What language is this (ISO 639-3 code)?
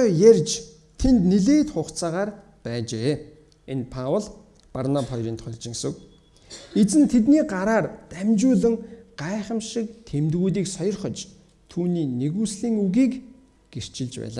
mon